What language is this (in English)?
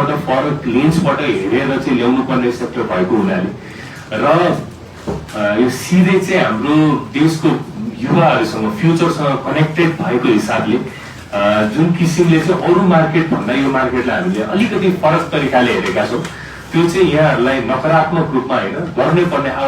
Nepali